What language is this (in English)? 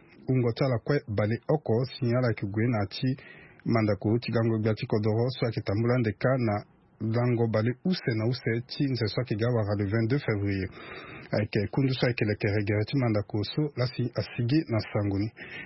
Sango